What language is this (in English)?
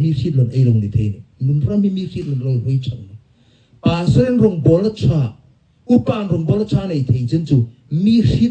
Hmar